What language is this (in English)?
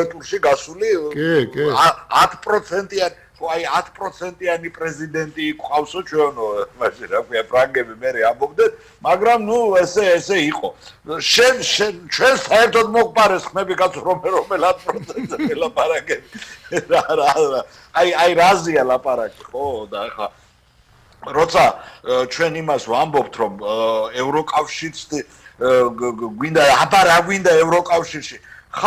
Georgian